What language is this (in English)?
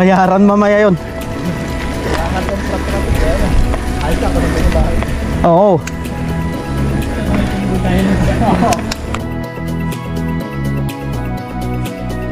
Filipino